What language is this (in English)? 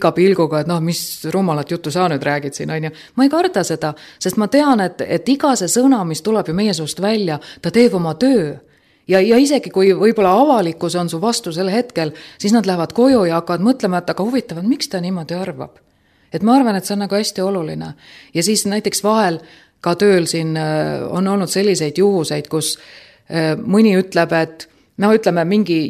Estonian